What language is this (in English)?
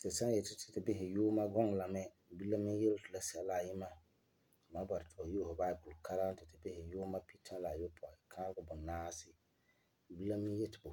Frafra